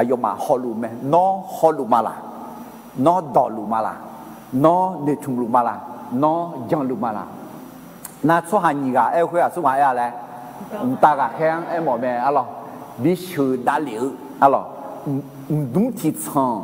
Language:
Akha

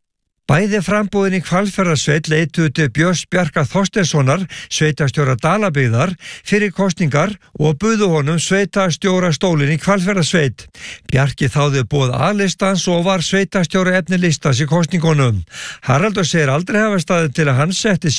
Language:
Icelandic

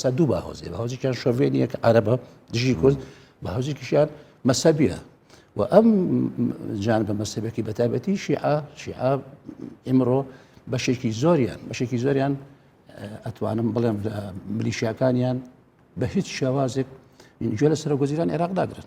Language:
Central Kurdish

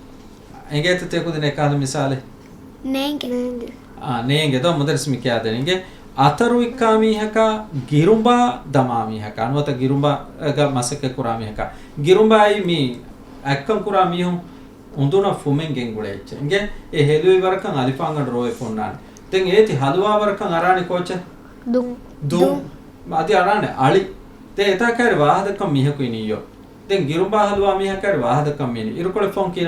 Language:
Divehi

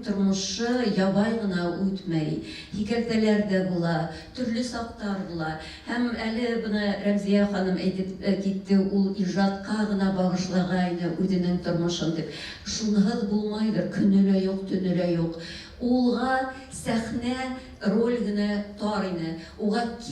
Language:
Bashkir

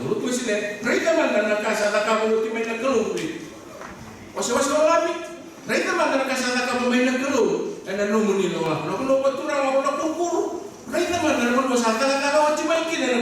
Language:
Fijian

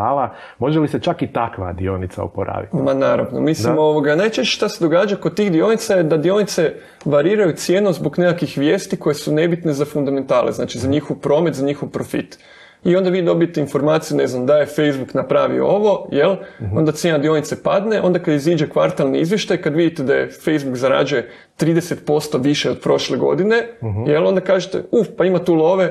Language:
Croatian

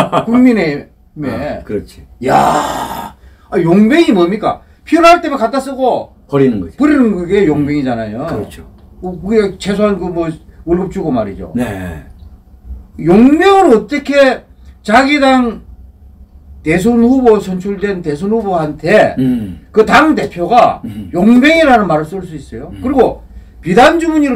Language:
Korean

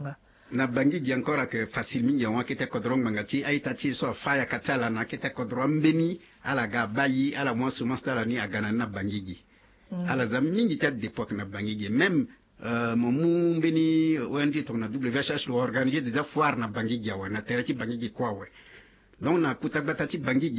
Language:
Sango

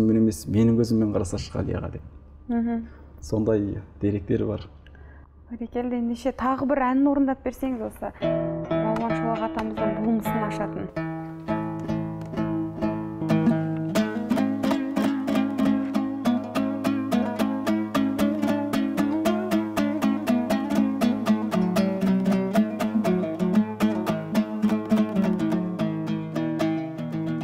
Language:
Kazakh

